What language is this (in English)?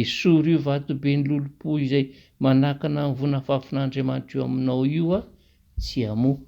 Malagasy